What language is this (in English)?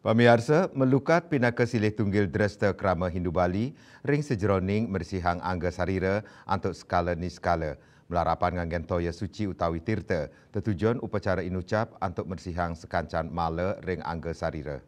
Balinese